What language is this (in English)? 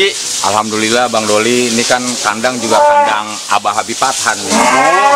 Betawi